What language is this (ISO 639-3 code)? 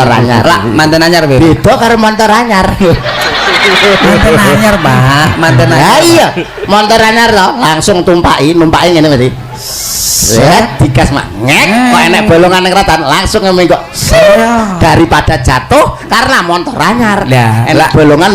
jav